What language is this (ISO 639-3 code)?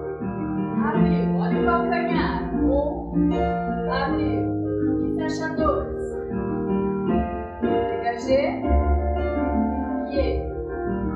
por